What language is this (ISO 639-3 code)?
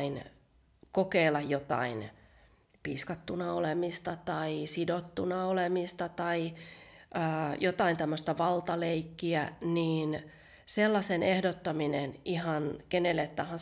fin